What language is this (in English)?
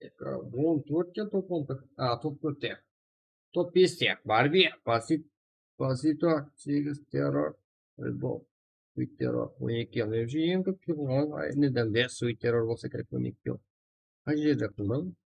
Kara-Kalpak